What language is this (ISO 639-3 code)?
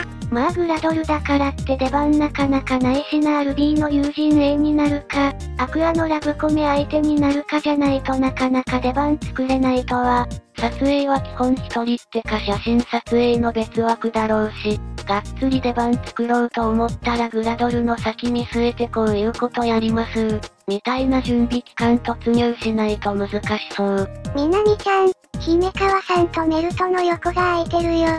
jpn